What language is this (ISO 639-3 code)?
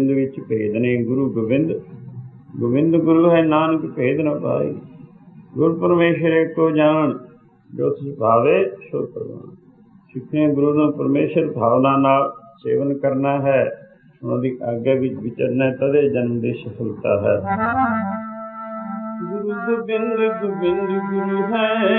pan